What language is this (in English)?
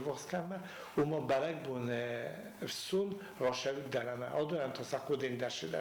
Ossetic